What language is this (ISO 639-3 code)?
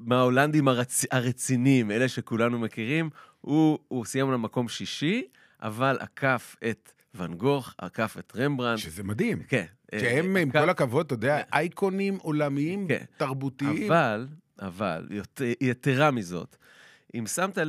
heb